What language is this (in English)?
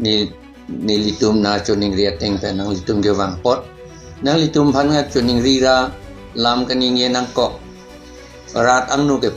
Karbi